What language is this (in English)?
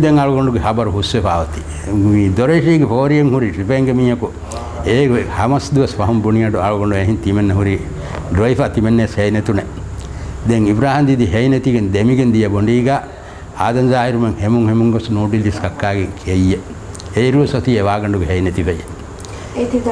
Divehi